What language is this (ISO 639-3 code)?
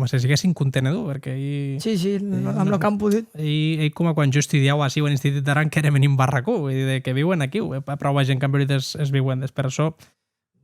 oci